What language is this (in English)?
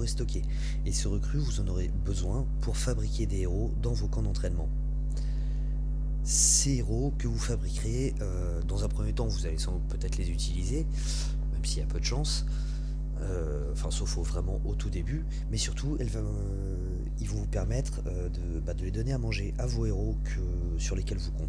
French